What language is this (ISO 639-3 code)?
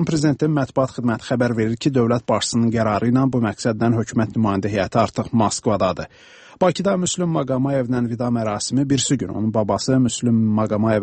aze